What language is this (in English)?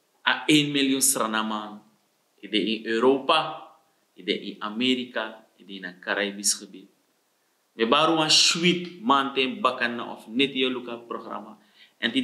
Sranan Tongo